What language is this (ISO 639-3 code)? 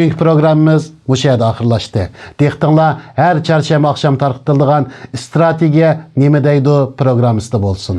uig